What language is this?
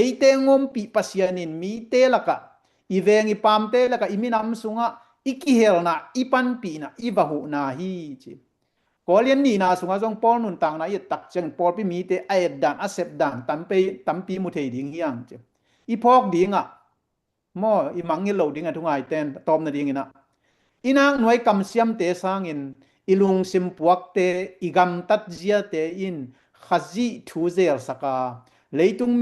Tedim Chin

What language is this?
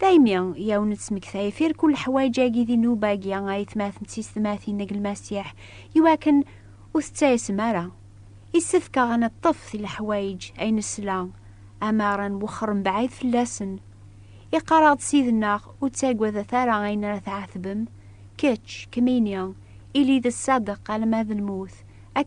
Kabyle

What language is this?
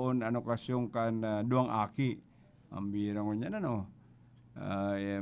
Bikol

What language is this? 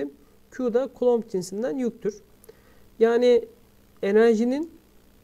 Turkish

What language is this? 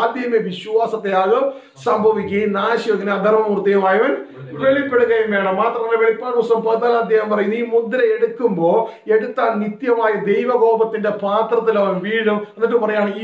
Malayalam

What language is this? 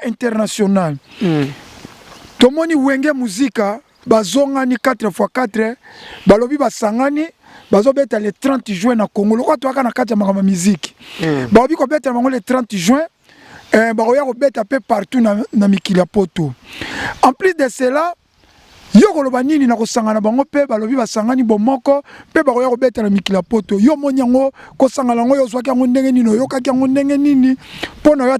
Lingala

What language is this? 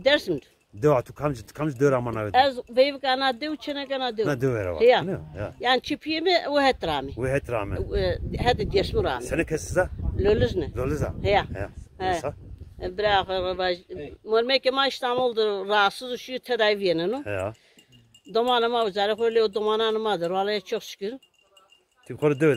Zaza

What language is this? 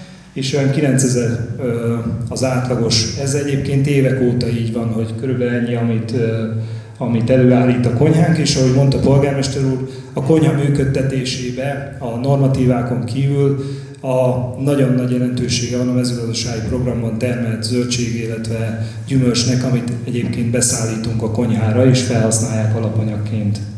Hungarian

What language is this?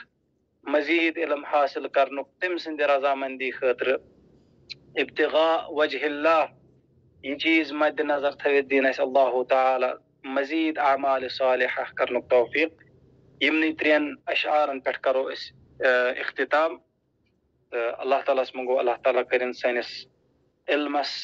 Kashmiri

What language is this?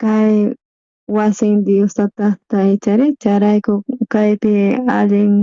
South Bolivian Quechua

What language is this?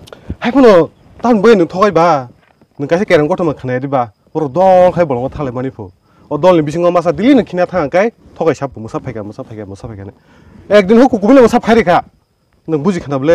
Kok Borok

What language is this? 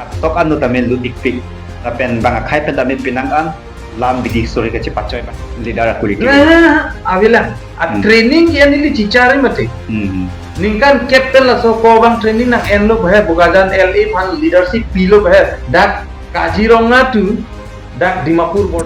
Karbi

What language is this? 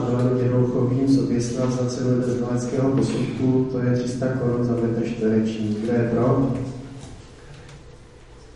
Czech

